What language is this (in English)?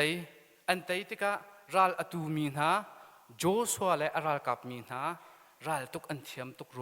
Hakha Chin